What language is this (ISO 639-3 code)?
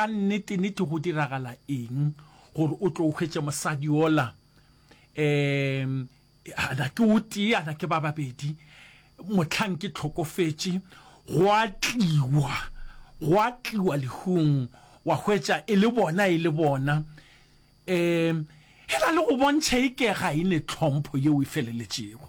nso